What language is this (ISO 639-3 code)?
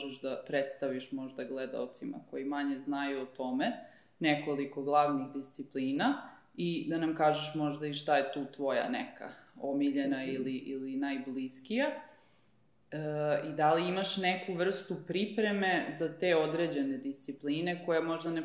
srp